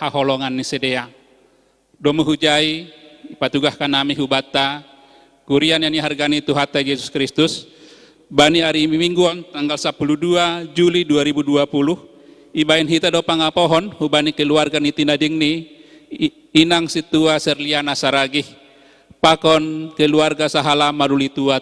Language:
Batak Simalungun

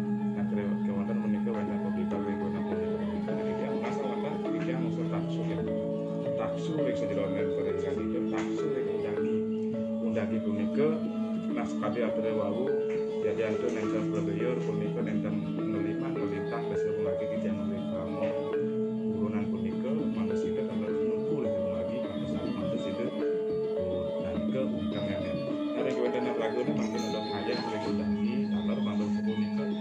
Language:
Balinese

